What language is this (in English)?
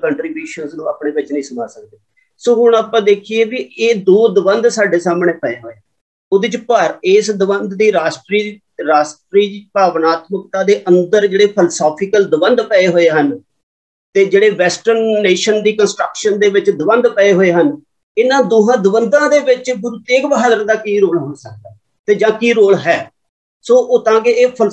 Punjabi